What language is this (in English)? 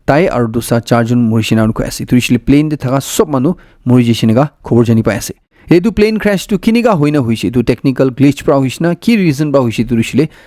Naga Pidgin